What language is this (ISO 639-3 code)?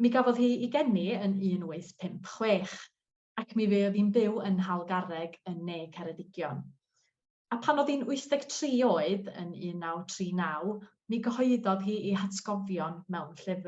cym